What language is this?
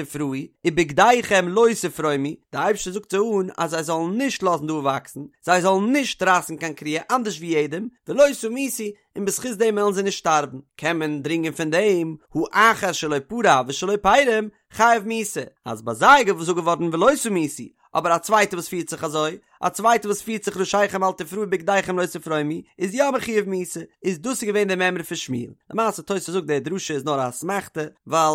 Yiddish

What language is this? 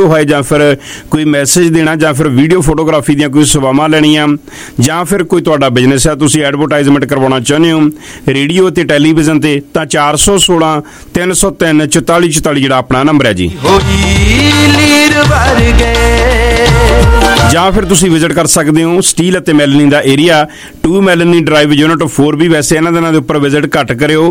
Punjabi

